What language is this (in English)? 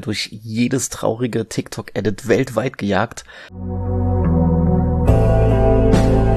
German